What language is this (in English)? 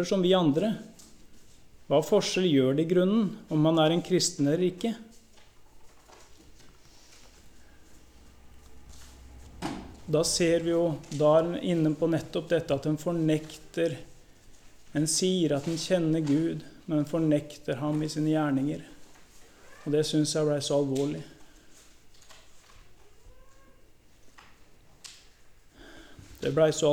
Norwegian